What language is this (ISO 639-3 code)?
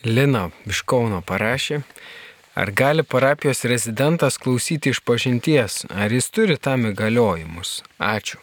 lit